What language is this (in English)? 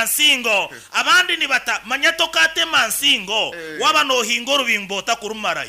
Nyankole